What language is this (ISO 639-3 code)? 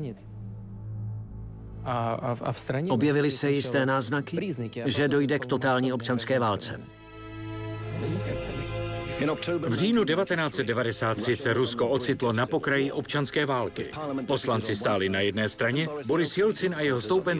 ces